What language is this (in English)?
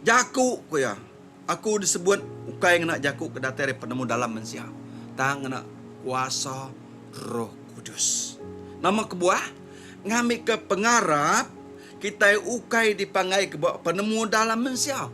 Iban